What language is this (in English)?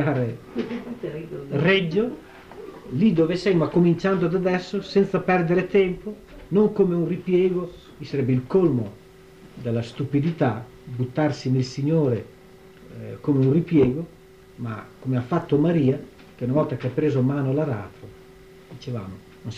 Italian